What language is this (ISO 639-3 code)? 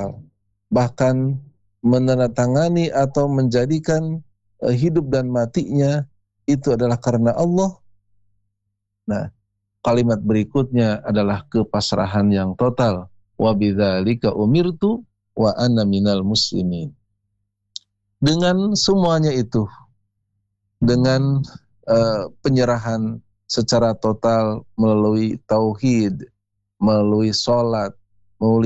ind